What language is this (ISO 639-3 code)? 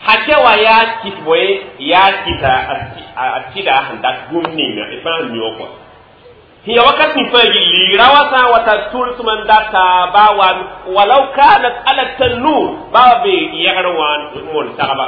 mos